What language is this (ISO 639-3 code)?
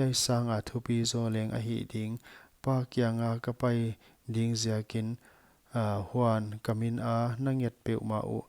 pck